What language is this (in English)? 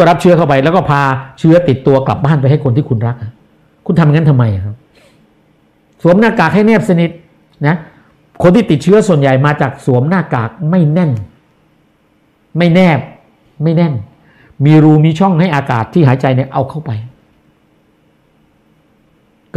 Thai